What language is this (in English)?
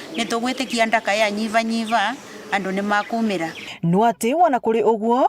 Meru